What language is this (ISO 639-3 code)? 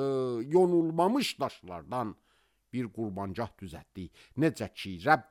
aze